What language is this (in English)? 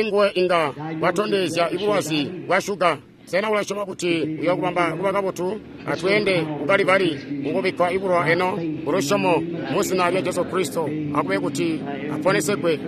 Tonga (Zambia)